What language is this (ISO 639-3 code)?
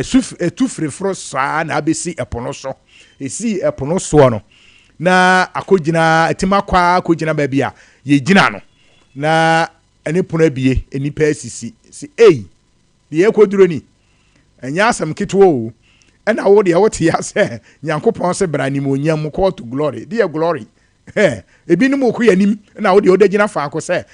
aka